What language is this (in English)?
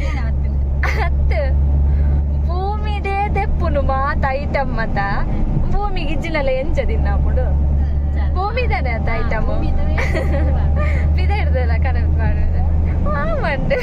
Tulu